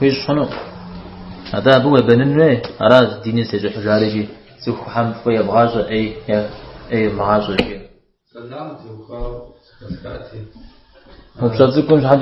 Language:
Kabardian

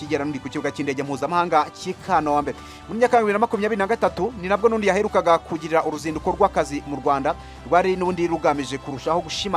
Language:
Kinyarwanda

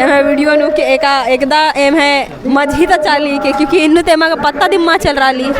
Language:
Kurukh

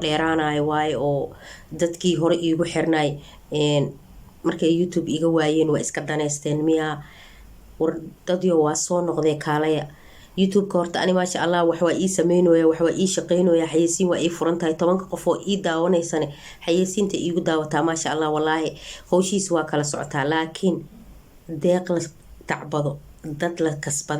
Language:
Somali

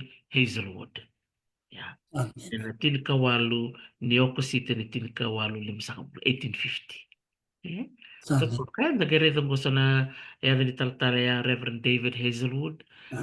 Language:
Fijian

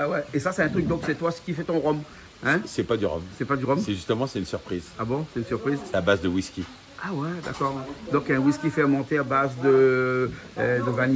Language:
Réunion Creole French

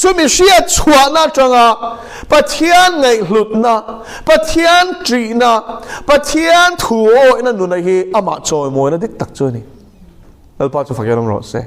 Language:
Mizo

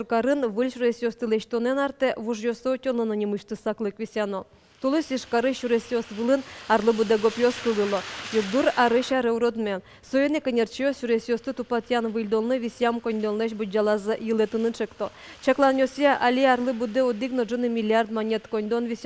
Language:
Udmurt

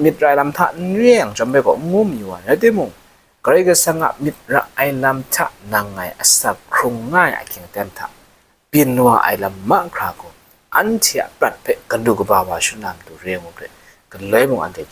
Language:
Kachin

